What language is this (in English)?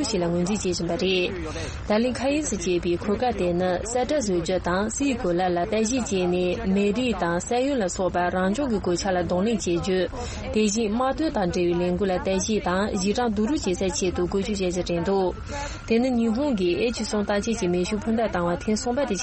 Tibetan